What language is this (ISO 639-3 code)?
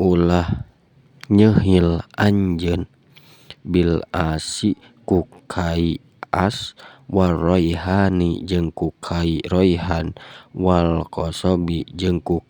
sun